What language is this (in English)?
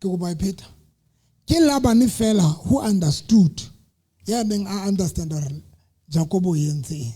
Southern Sotho